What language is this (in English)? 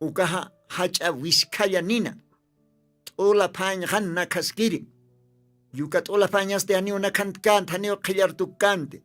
Aymara